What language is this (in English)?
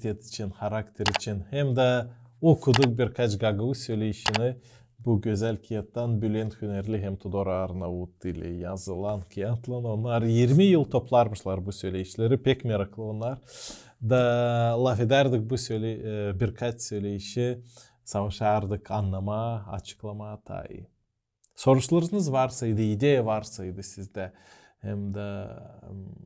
Gagauz